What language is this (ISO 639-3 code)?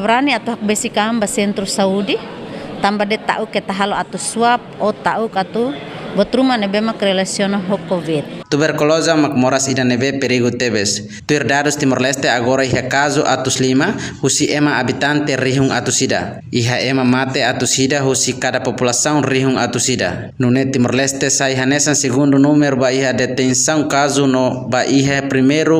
tet